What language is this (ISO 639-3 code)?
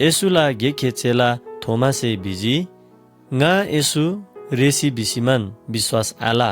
taj